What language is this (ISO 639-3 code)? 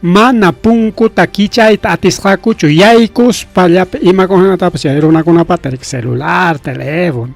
quy